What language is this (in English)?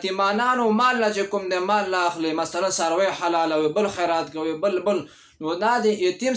Pashto